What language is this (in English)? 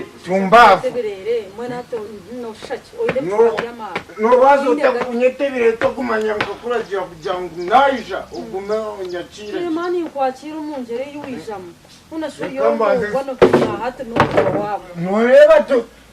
Nyankole